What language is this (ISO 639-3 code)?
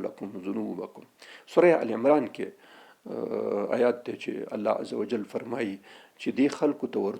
pus